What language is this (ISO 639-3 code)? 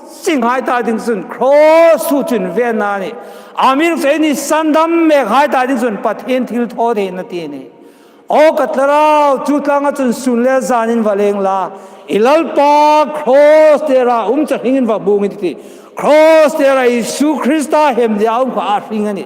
hmr